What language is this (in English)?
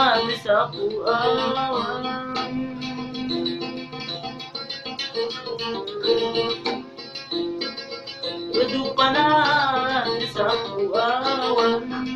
Malay